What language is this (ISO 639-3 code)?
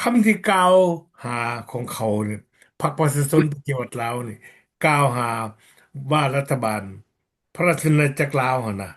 lao